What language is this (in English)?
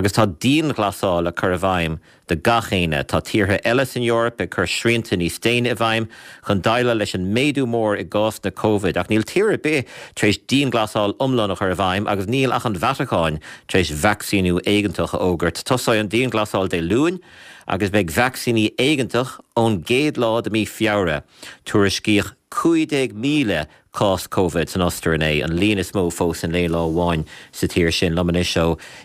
Irish